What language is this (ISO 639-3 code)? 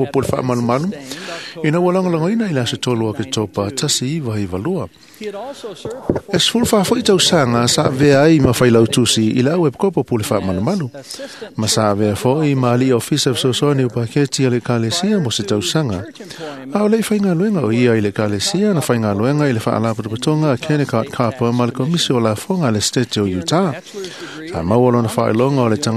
smo